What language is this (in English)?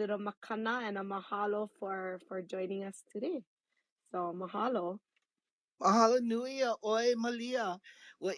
Hawaiian